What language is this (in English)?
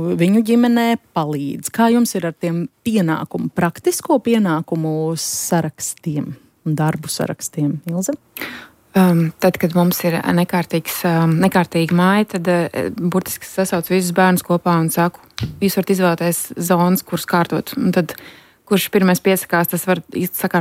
Latvian